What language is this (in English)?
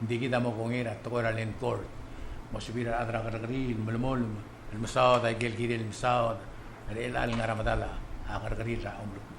Palauan